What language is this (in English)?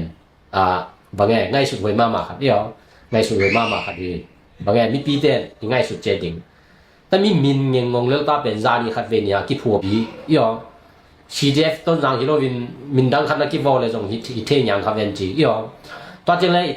Tedim Chin